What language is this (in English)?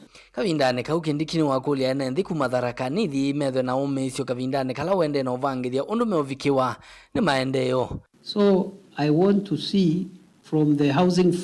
Kamba